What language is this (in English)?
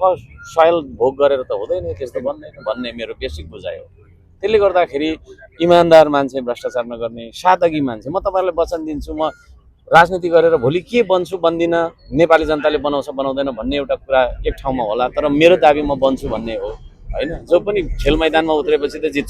Nepali